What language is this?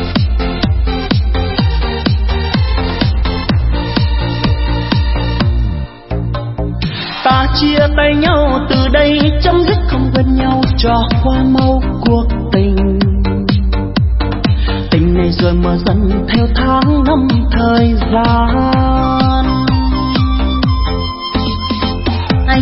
Vietnamese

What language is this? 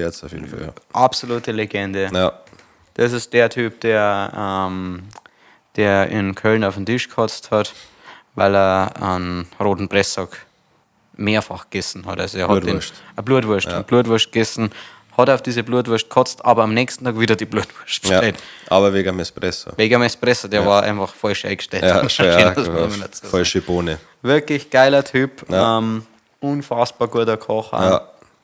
Bavarian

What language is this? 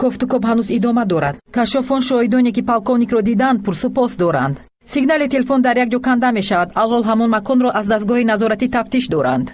Tajik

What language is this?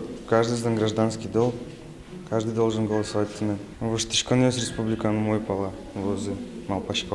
Udmurt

